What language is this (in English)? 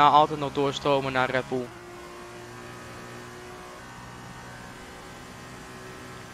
Dutch